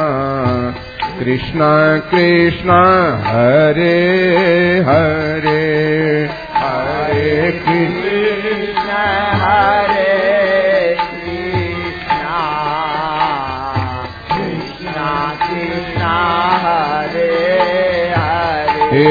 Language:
Hindi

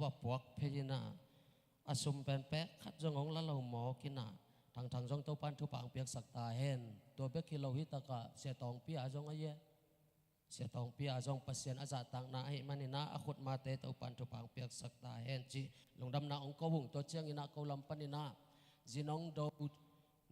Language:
Tedim Chin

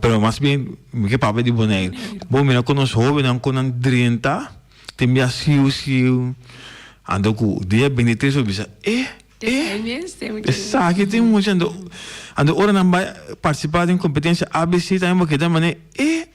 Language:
Papiamento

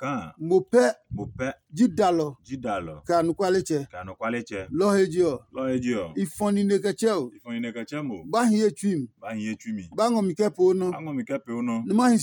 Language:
Adangme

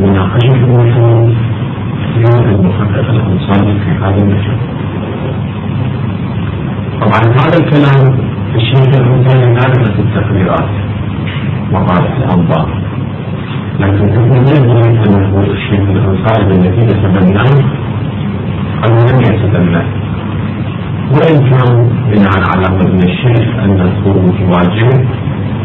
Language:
Arabic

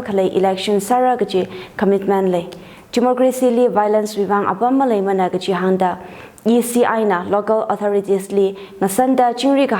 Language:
Tangkhul Naga (India)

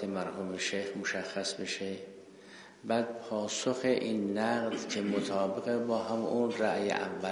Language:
Persian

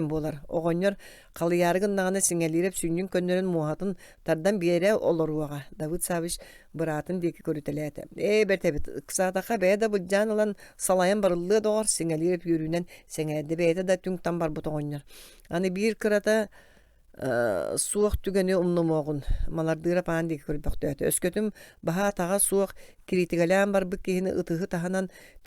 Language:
Yakut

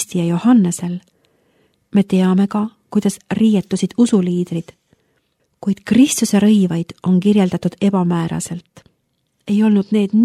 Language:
Estonian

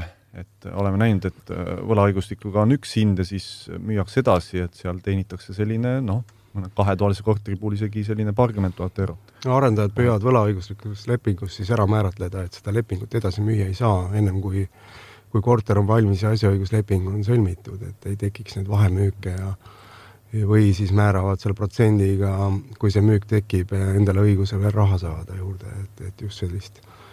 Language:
Estonian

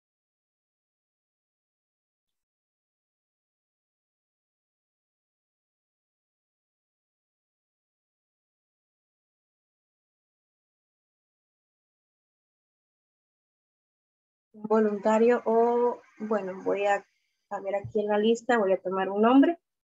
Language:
Spanish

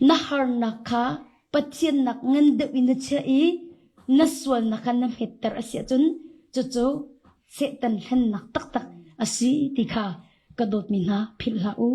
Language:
Hakha Chin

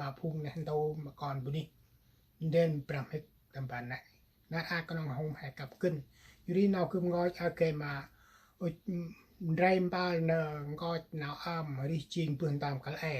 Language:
Central Mnong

